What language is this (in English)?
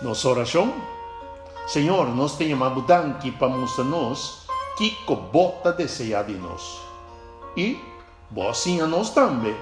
Papiamento